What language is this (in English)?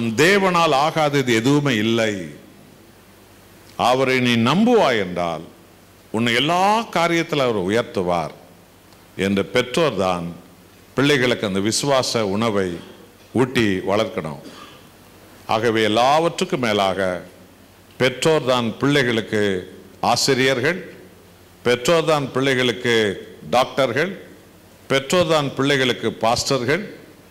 Tamil